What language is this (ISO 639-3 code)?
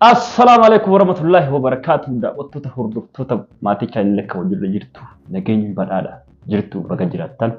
orm